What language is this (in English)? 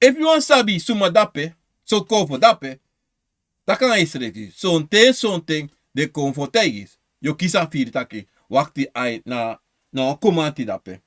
Sranan Tongo